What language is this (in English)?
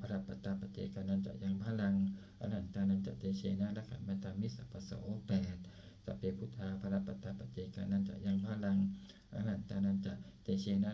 Pali